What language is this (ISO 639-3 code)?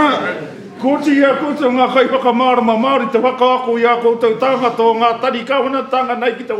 mri